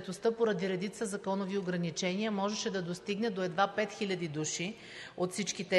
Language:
Bulgarian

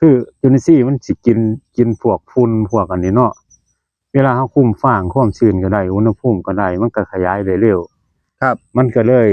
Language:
Northeastern Thai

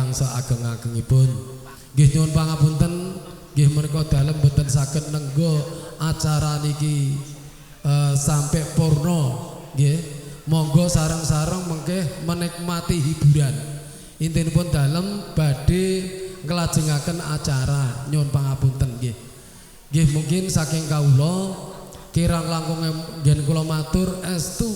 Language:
Javanese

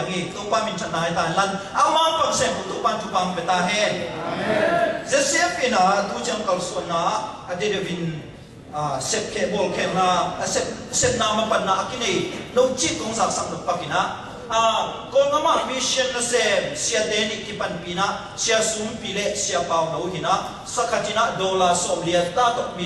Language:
Tedim Chin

